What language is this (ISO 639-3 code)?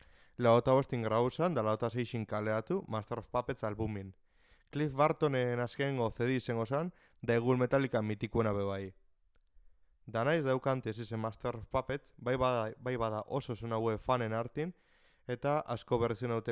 eus